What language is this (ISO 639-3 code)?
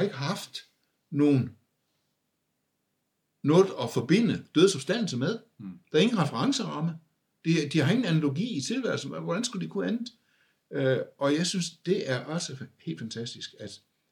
dan